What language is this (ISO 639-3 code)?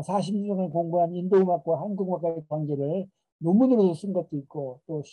kor